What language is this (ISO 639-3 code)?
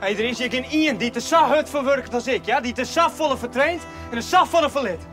fry